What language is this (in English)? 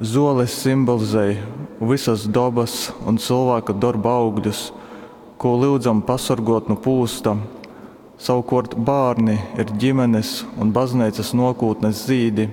Latgalian